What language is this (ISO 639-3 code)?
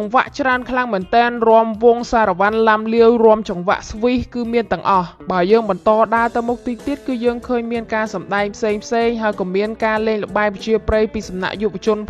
khm